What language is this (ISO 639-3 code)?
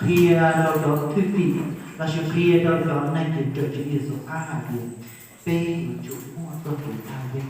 hmn